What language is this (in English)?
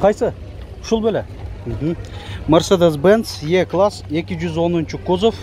Kyrgyz